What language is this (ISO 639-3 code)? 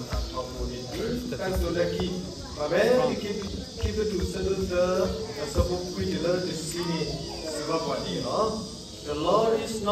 ksw